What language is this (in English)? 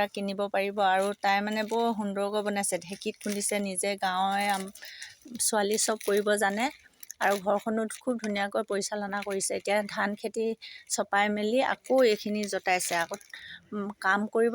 Assamese